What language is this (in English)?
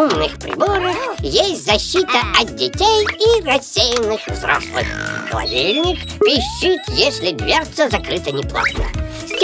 Russian